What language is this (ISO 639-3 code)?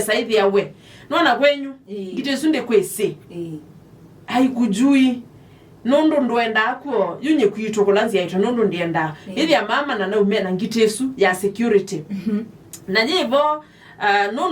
kam